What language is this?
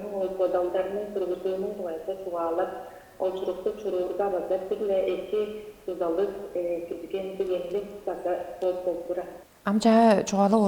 Tuvinian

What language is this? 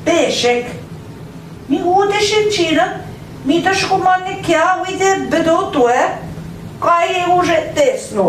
Central Ojibwa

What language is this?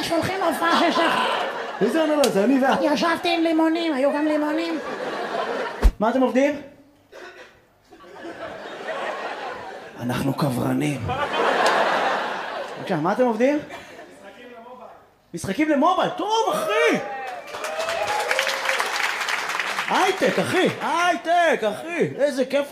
Hebrew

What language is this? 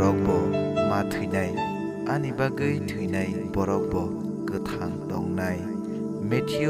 Kok Borok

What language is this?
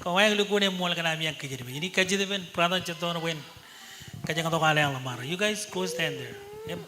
Marshallese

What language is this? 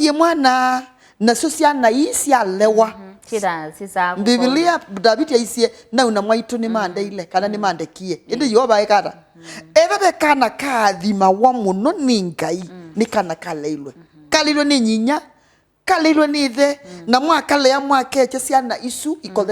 Kamba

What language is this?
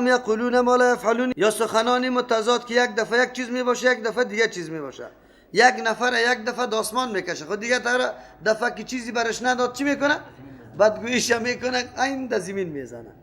Persian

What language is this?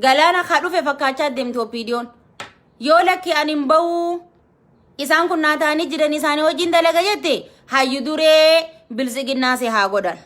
Oromo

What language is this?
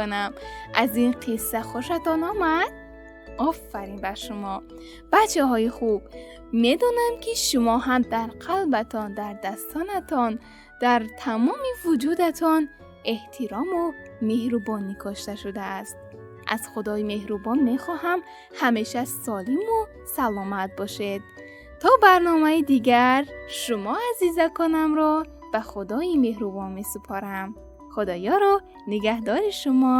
Tajik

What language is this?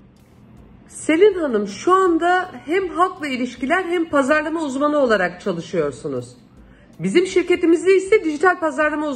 Turkish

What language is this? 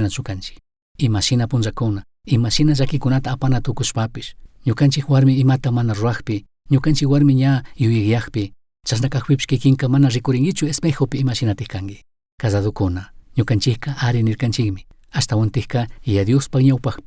Chimborazo Highland Quichua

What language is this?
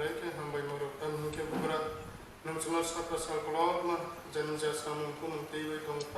Kok Borok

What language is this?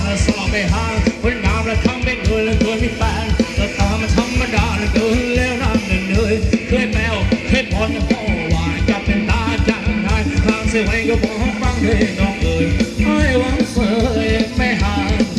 Thai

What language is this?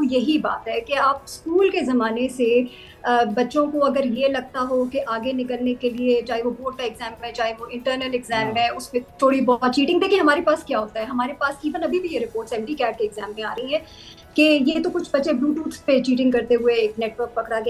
Urdu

